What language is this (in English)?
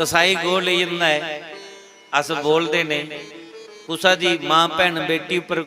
Dogri